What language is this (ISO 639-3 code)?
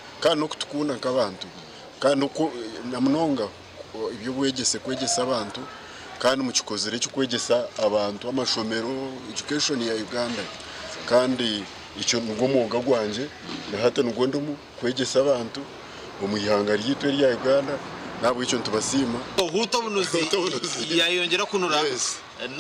nyn